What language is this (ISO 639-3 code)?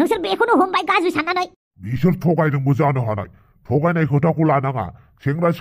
brx